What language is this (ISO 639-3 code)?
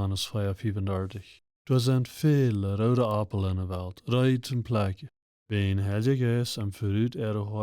pdt